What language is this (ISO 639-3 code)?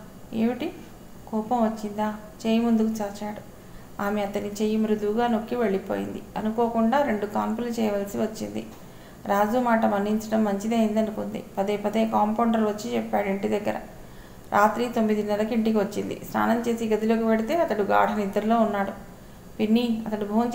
tel